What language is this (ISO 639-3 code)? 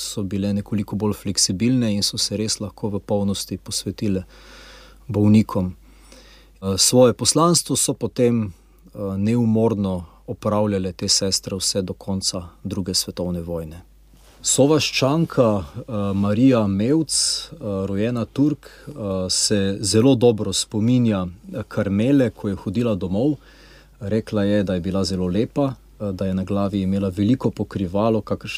slv